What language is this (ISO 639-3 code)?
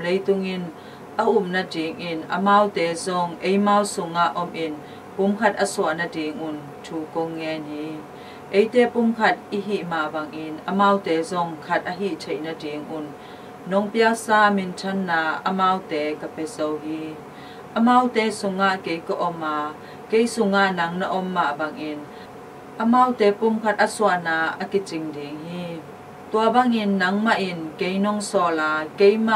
ctd